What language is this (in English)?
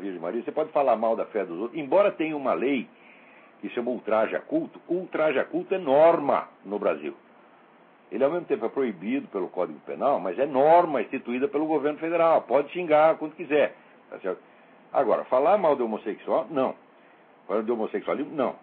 Portuguese